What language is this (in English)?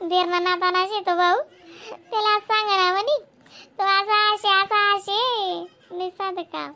Khandesi